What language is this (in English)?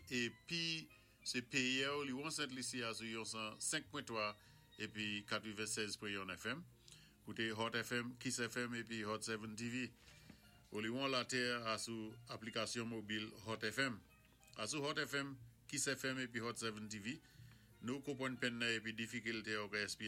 Saint Lucian Creole French